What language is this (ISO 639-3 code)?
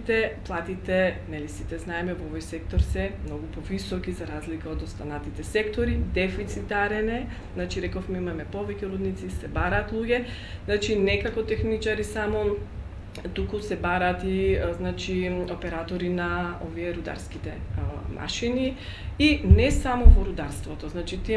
mkd